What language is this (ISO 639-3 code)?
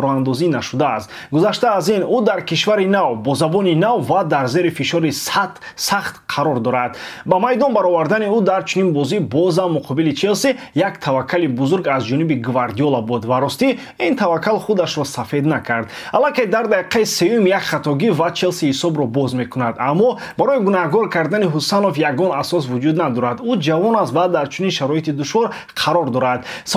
tgk